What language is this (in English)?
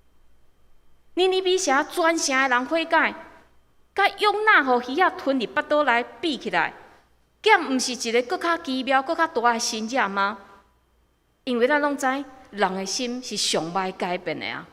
Min Nan Chinese